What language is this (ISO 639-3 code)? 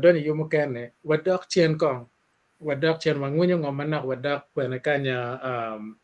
ach